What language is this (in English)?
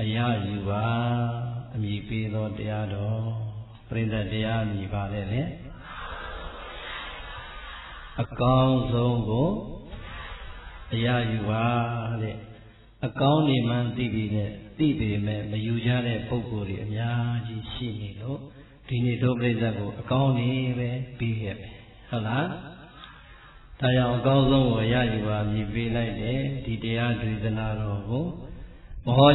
Burmese